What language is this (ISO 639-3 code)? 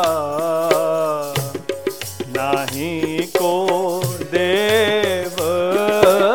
pan